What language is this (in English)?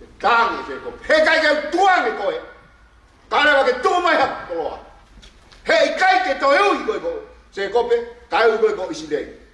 Tongan